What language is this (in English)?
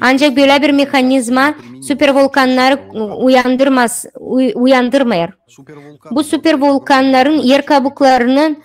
Gagauz